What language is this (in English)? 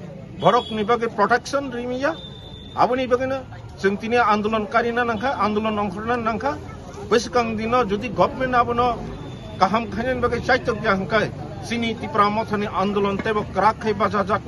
Kok Borok